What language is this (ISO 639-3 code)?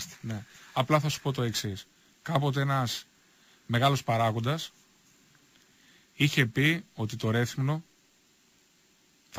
ell